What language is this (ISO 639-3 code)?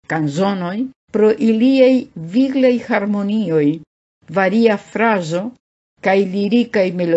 epo